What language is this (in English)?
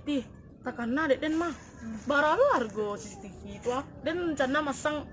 Minangkabau